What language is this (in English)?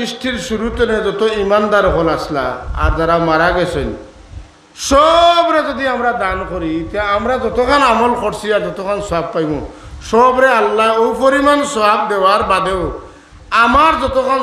Sylheti